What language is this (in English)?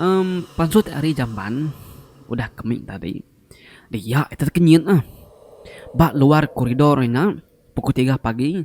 Iban